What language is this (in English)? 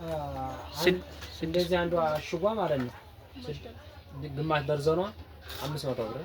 Amharic